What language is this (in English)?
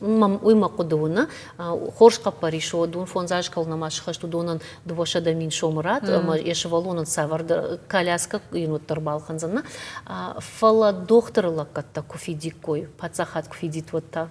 Ossetic